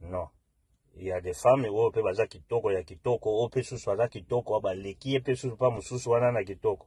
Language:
Lingala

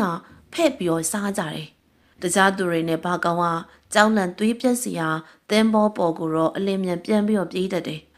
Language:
Burmese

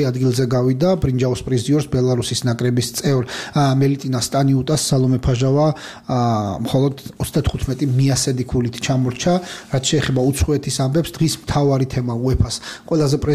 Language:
Georgian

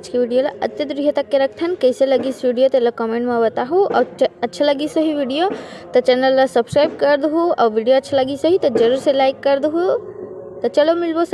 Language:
Chhattisgarhi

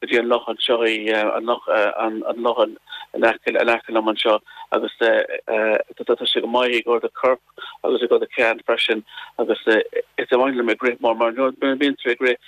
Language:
Irish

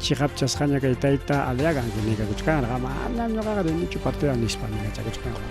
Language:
Ayacucho Quechua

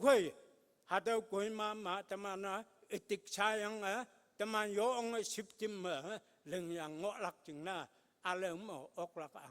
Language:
Konyak Naga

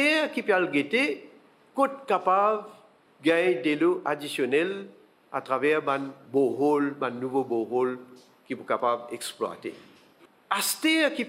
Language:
Morisyen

